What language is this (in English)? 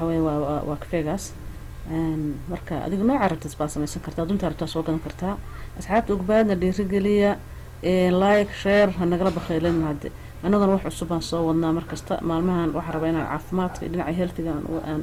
Somali